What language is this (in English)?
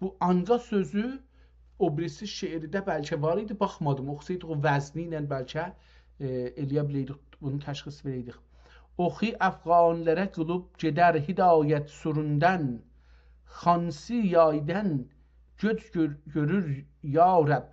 South Azerbaijani